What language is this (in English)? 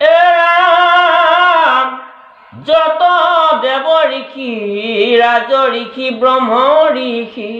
Assamese